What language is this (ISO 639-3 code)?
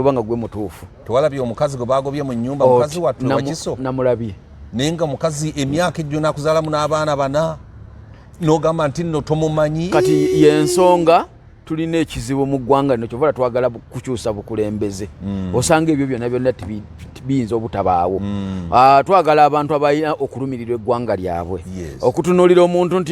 lug